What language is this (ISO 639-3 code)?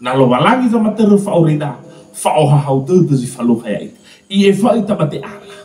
nia